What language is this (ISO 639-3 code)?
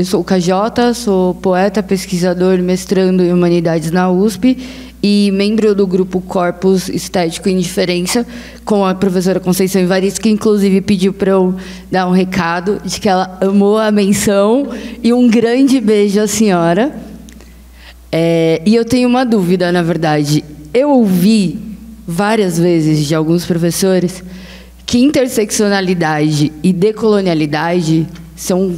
por